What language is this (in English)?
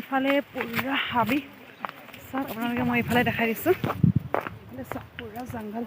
Assamese